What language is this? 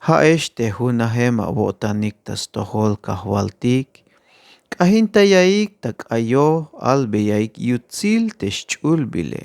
Tzeltal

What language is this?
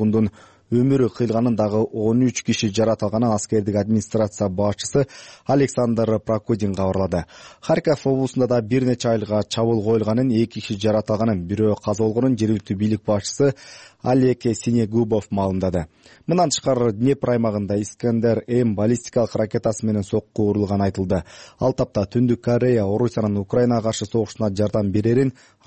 Kyrgyz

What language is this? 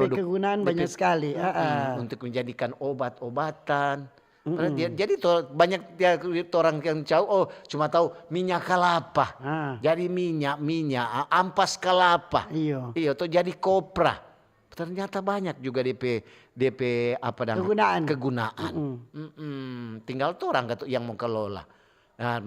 Manado Malay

